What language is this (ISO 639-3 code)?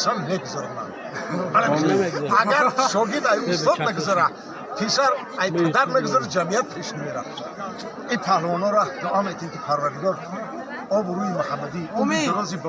tgk